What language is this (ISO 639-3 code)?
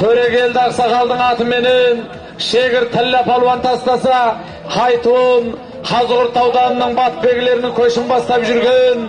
kaz